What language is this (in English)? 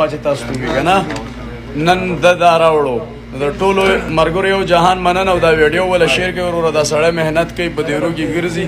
Pashto